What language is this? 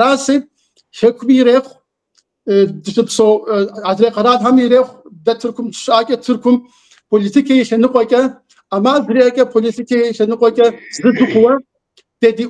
Kabardian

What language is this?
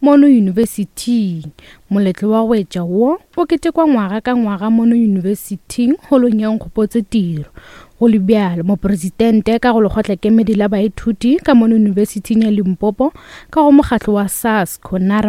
Northern Sotho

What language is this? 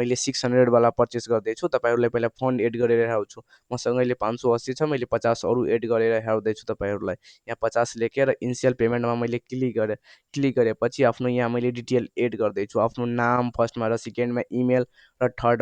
Nepali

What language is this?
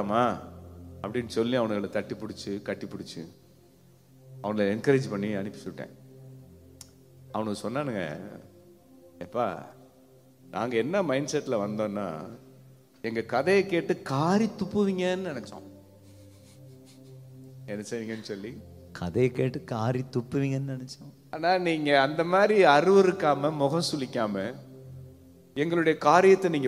Tamil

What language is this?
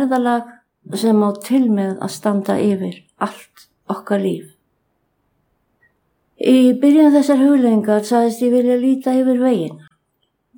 Icelandic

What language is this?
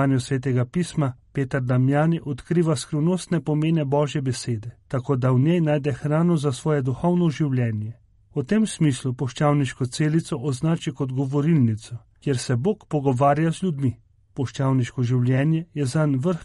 Slovenian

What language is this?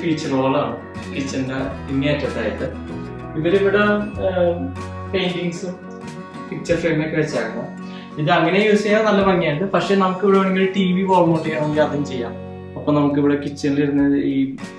Malayalam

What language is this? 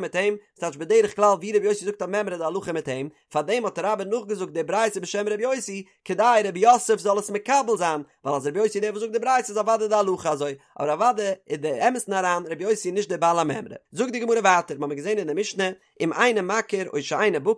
Yiddish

